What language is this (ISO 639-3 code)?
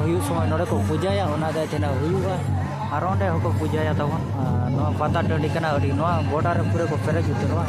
sat